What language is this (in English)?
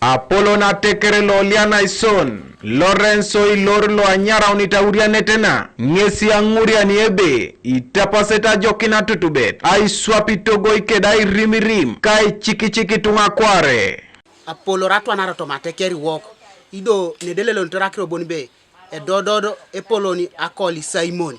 Teso